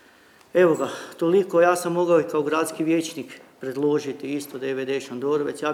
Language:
Croatian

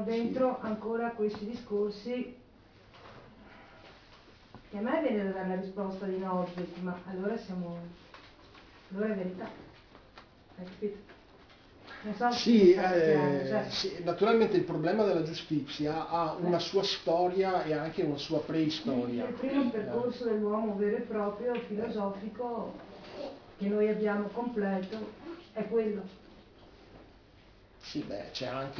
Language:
Italian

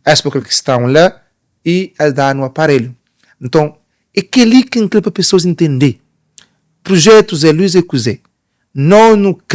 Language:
Kabuverdianu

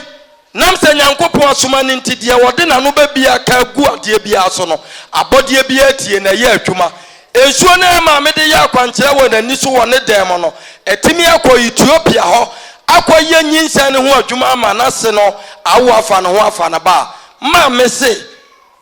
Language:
Akan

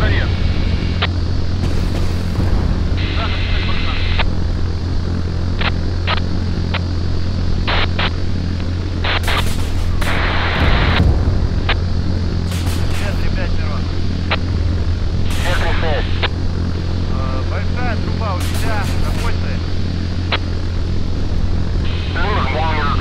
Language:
Russian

